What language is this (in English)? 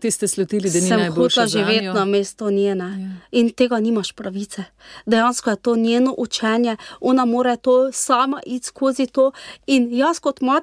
Slovenian